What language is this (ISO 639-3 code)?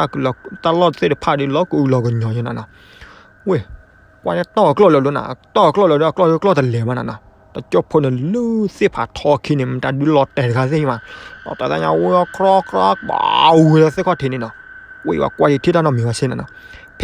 ksw